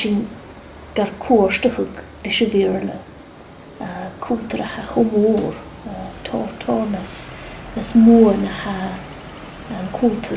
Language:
Scottish Gaelic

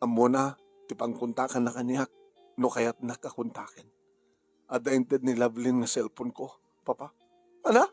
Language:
Iloko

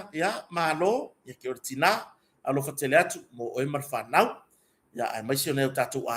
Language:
Samoan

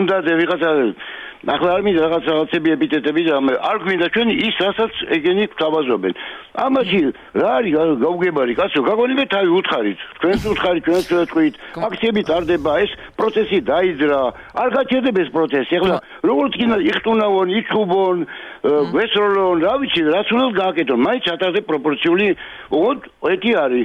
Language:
Georgian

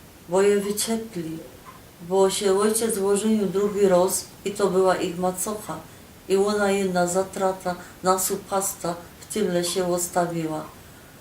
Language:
Silesian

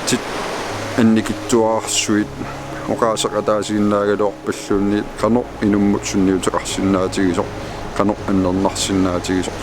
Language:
Kalaallisut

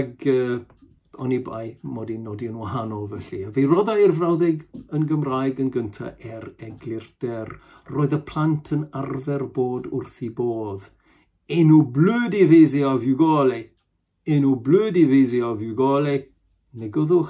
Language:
Welsh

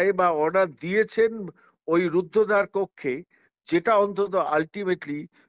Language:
Bangla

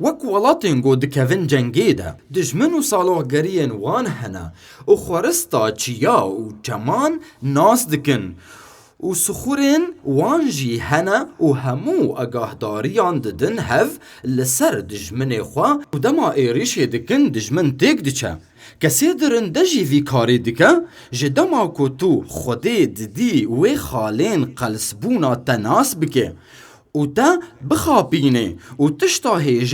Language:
Kurdish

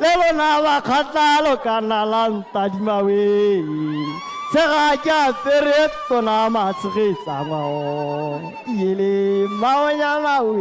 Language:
Tswana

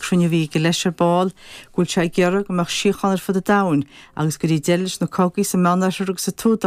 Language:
Irish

